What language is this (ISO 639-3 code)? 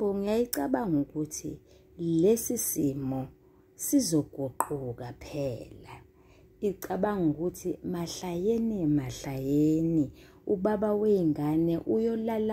zul